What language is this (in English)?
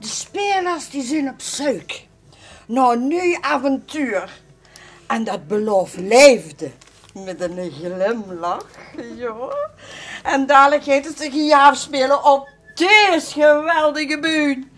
Limburgish